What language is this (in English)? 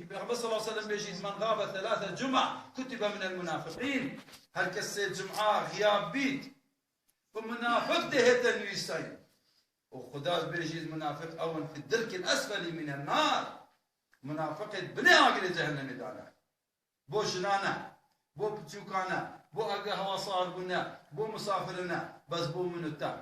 Kurdish